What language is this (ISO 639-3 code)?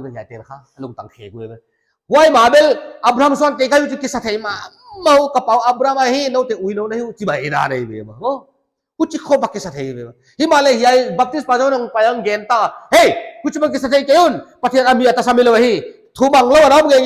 pck